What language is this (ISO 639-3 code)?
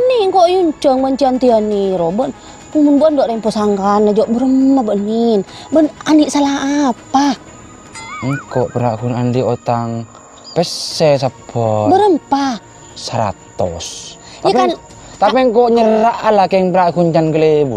mad